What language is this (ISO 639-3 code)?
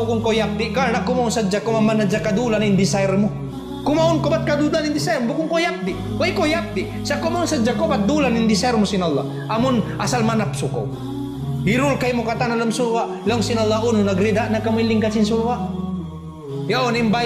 tsg